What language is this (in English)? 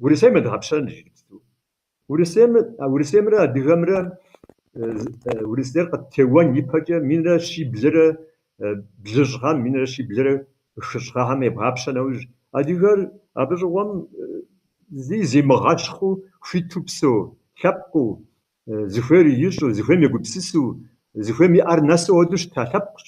Kabardian